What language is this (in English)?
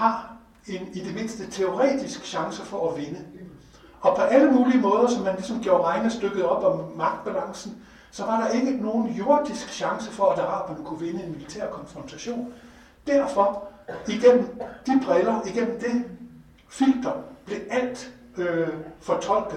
Danish